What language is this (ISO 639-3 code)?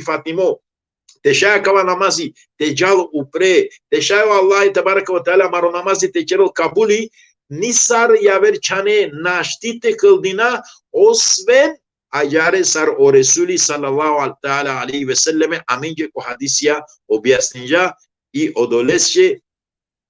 rmn